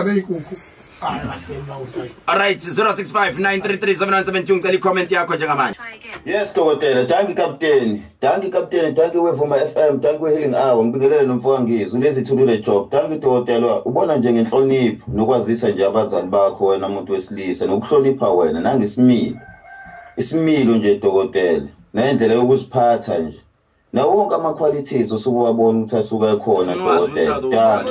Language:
Zulu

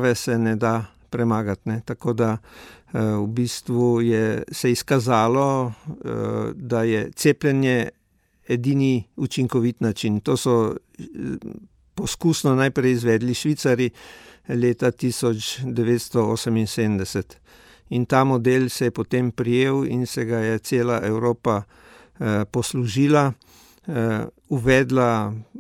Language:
Slovenian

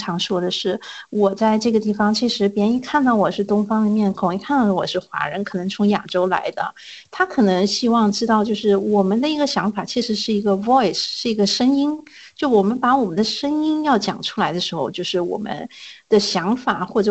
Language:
Chinese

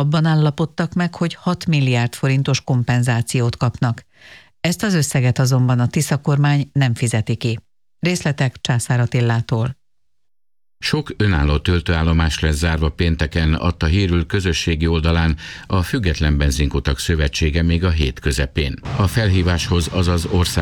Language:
Hungarian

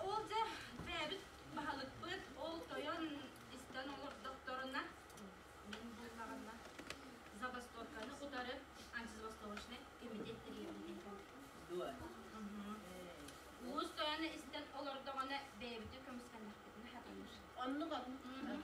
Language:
Yakut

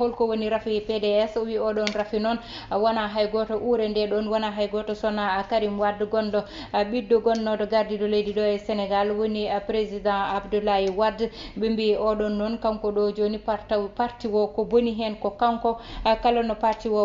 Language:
Fula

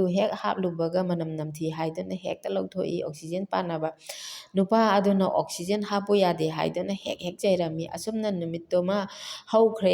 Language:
Manipuri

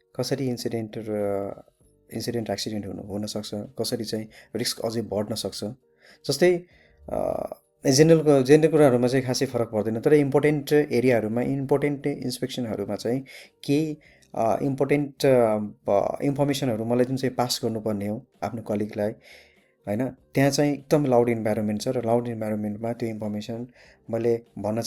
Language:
Nepali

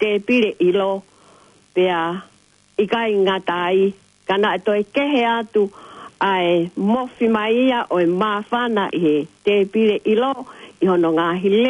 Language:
Tongan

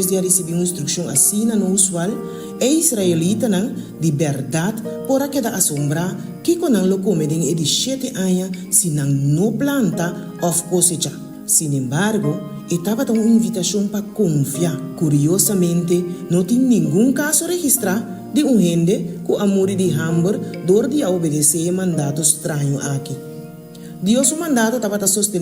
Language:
Papiamento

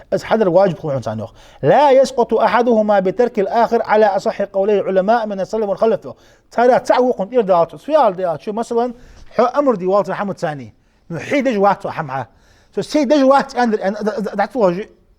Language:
Ingush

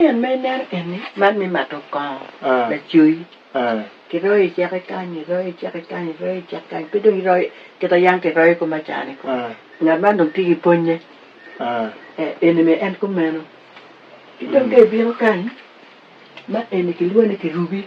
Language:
Acoli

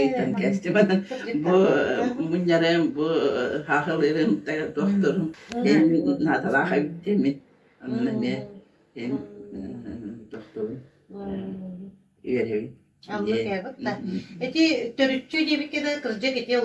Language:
Yakut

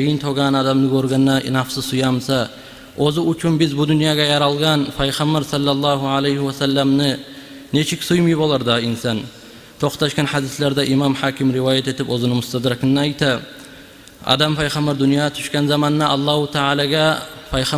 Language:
Kumyk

